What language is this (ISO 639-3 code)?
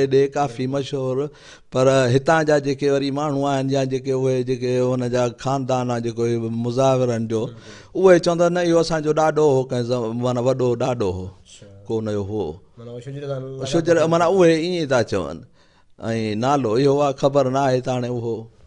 snd